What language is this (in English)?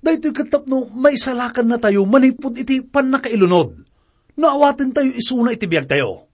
Iloko